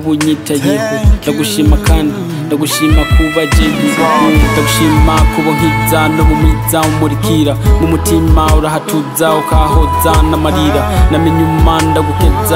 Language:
Rundi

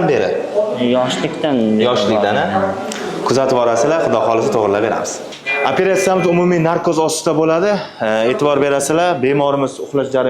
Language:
Uzbek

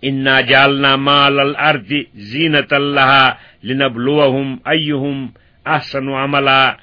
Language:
Kashmiri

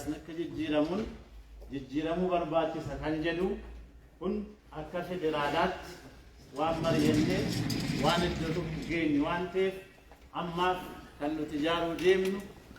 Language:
Oromo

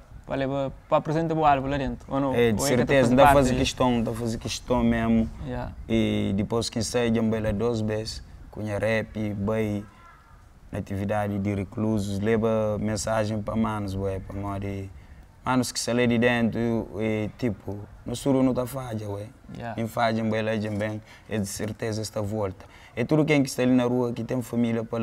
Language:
Kabuverdianu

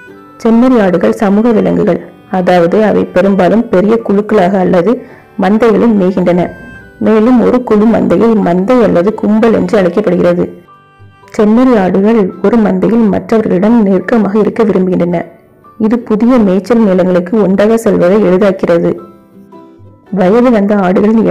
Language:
Tamil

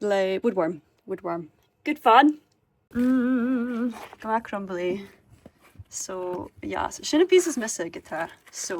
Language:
Scottish Gaelic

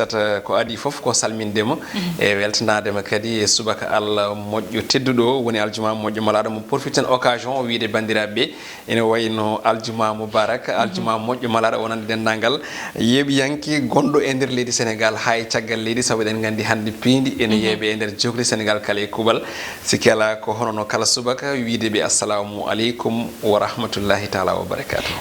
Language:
Fula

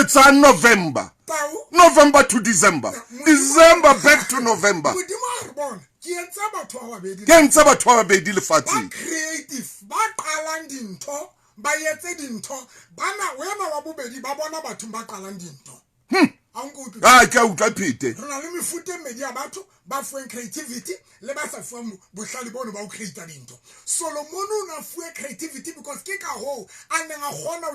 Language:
Southern Sotho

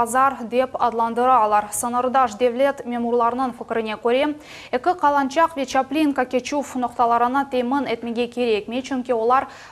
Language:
Crimean Tatar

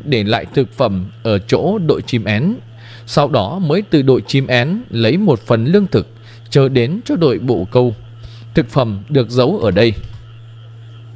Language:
Vietnamese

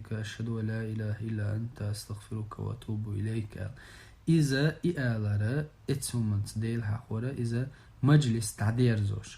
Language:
Chechen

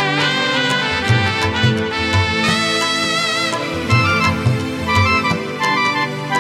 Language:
Bangla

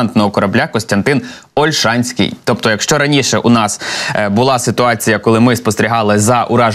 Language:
Ukrainian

